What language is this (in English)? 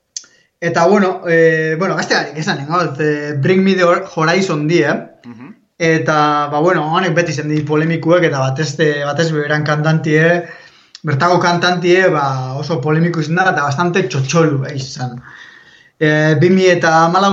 Basque